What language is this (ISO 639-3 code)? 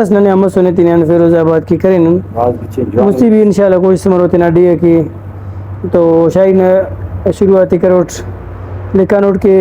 brh